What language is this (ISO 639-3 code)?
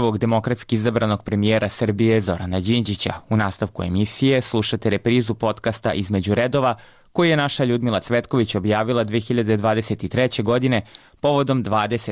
srp